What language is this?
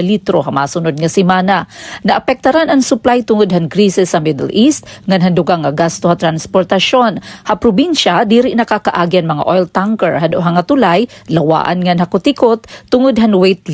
Waray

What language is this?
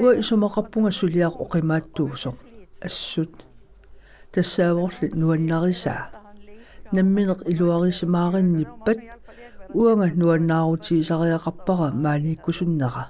Kalaallisut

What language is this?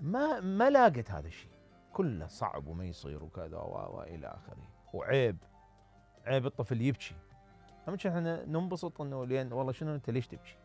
Mesopotamian Arabic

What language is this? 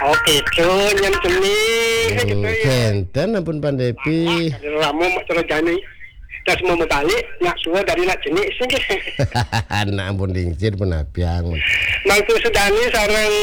Balinese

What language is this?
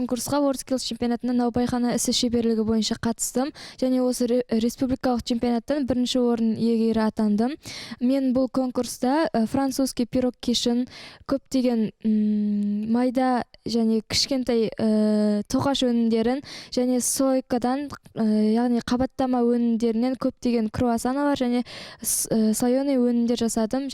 Kazakh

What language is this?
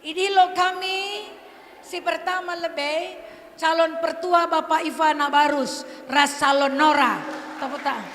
Batak Karo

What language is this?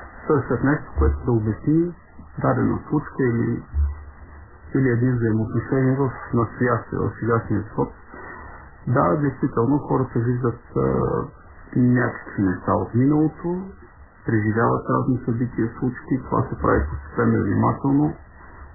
Bulgarian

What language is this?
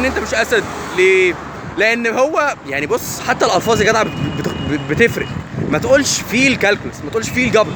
Egyptian Arabic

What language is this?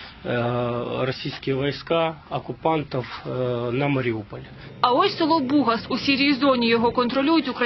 Ukrainian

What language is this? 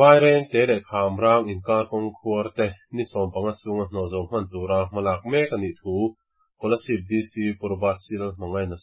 Mizo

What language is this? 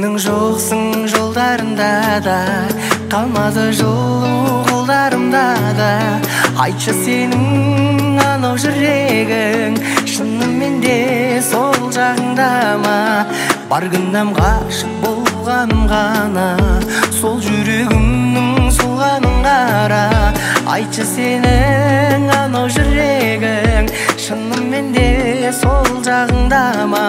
Kazakh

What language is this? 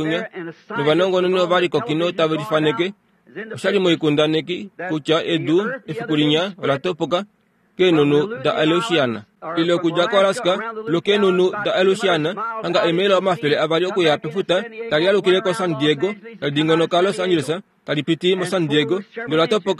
Kuanyama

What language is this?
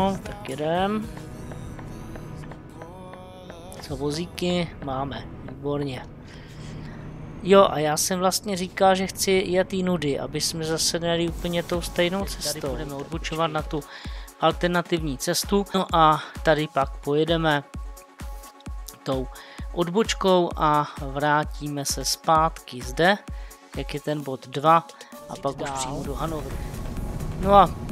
Czech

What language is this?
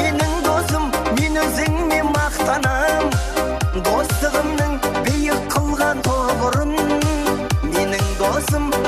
Kara-Kalpak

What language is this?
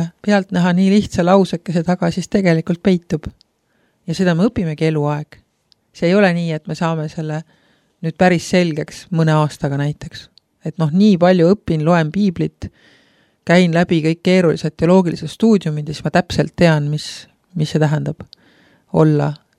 Estonian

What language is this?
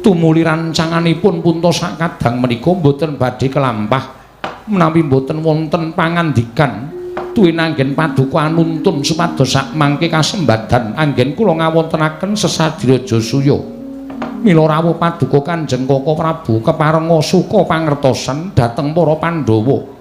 Javanese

